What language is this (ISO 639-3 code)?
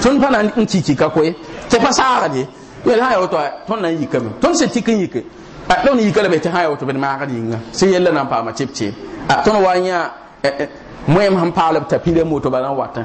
mos